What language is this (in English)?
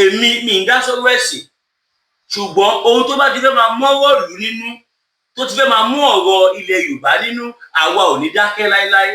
Yoruba